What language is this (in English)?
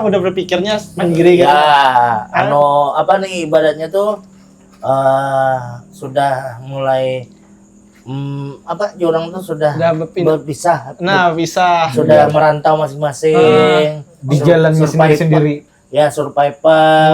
Banjar